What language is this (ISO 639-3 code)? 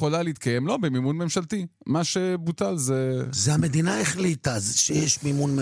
heb